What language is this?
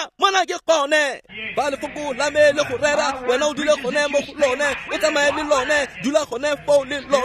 Tswana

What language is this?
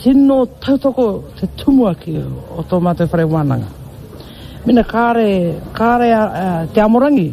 Māori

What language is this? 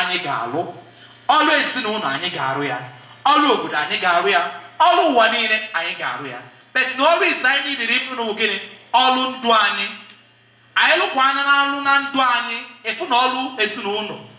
Igbo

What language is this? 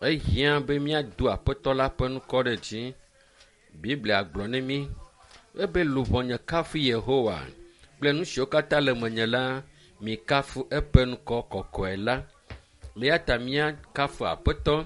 Ewe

